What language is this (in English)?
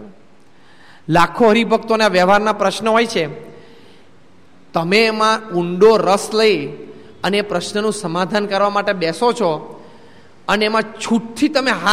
Gujarati